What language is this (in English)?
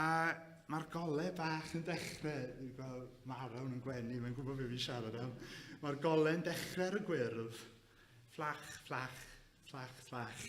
Welsh